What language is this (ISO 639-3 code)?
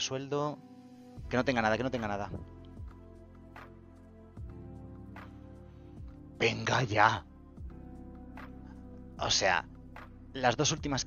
spa